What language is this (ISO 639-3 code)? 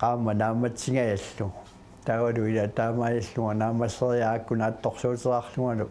kal